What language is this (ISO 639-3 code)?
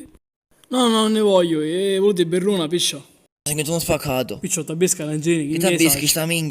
scn